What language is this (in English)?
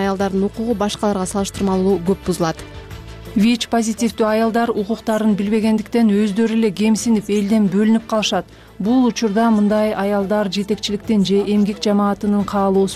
Kyrgyz